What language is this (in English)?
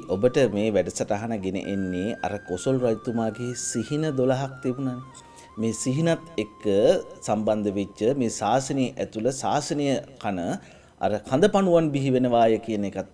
Sinhala